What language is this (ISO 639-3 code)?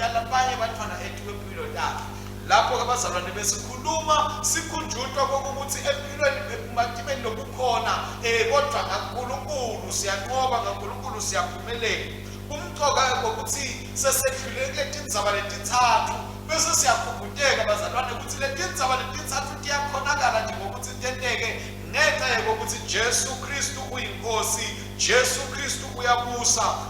ssw